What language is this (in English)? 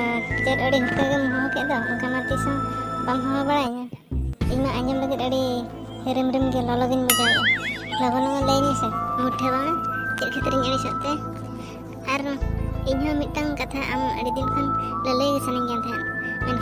Santali